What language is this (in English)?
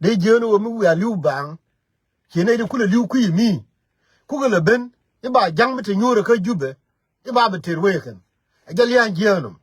Nuer